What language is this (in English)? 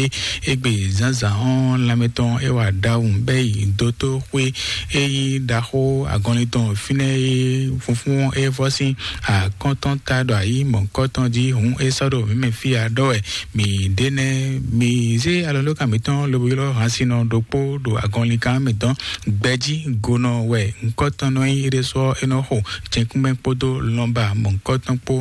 Fon